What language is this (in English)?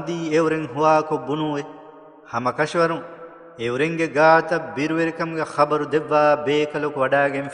Divehi